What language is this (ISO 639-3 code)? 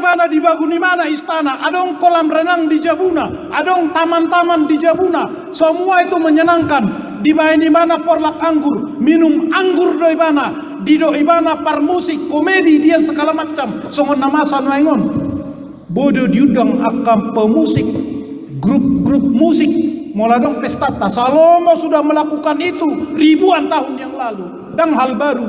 bbc